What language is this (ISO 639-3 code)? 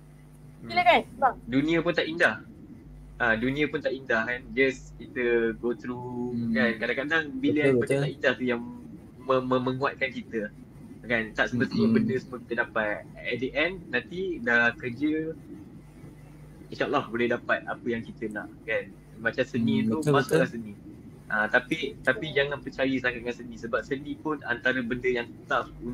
msa